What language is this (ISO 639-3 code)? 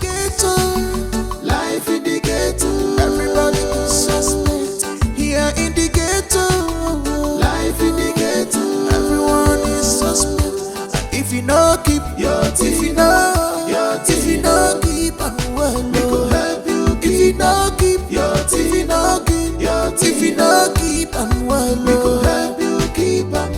pcm